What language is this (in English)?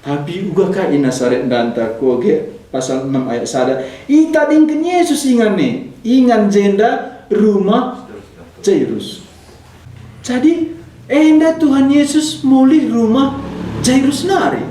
Batak Karo